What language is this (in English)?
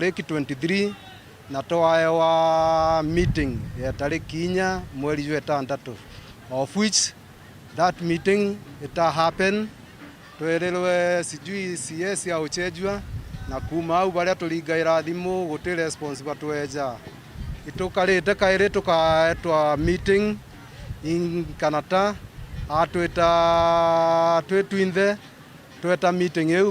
Meru